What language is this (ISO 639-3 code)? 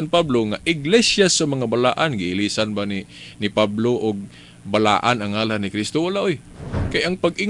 ceb